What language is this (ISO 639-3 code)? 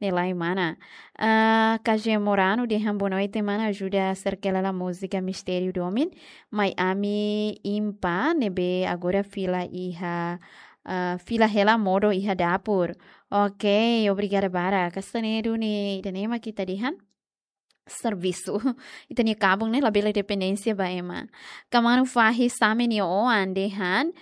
tet